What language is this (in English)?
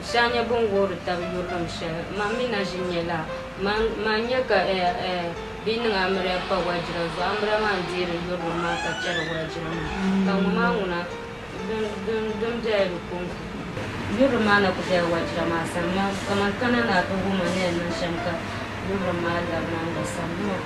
Dagbani